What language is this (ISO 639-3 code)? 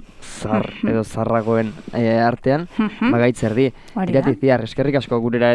eus